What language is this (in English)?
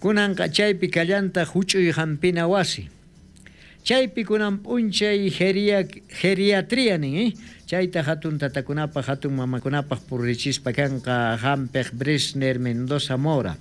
South Bolivian Quechua